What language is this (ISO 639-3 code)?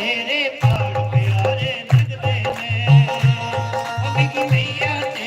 doi